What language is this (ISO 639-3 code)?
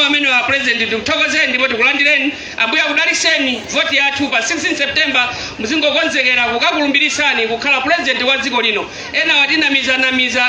nya